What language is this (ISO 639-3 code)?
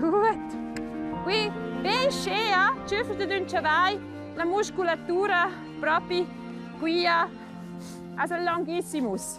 roh